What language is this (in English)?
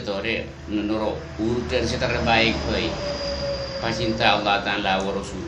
Madurese